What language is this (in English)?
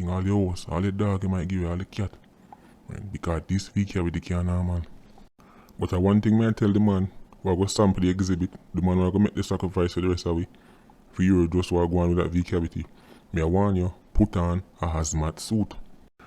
Jamaican Creole English